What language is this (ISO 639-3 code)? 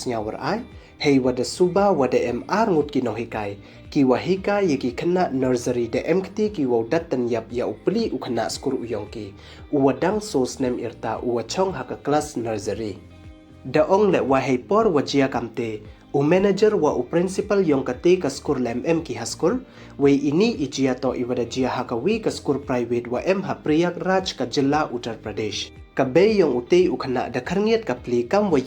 pbv